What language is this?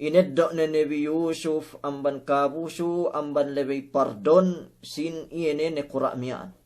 Yakan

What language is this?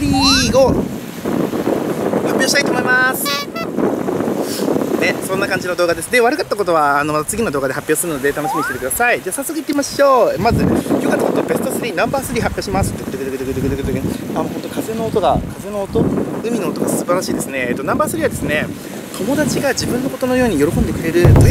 Japanese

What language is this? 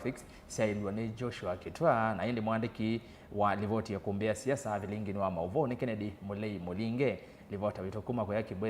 Kamba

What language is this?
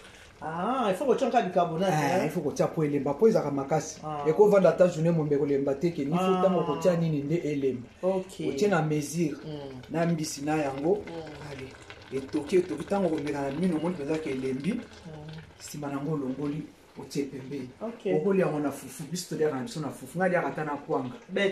Lingala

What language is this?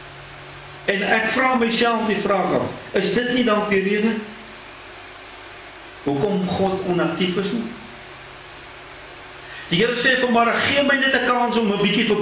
Afrikaans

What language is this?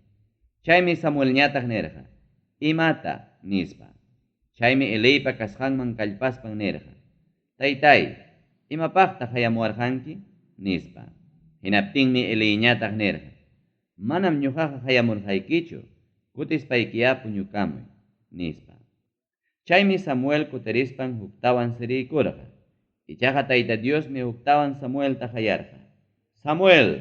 Ayacucho Quechua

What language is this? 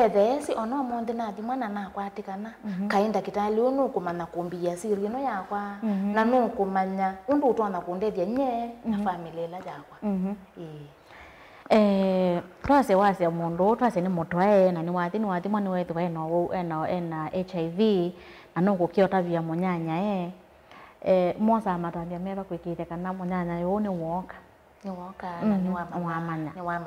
Kamba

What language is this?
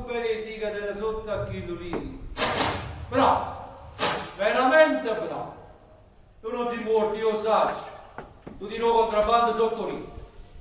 Neapolitan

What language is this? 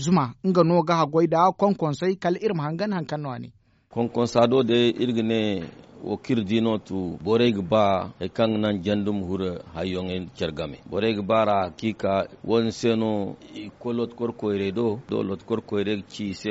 Zarma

